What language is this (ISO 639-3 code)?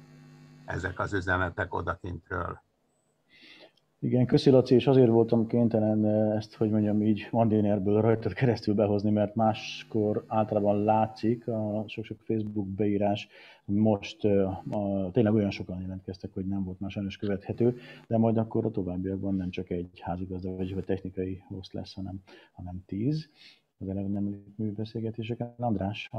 hun